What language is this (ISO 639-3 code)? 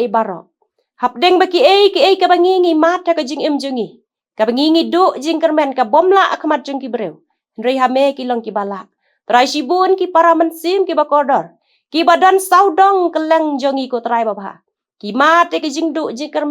kha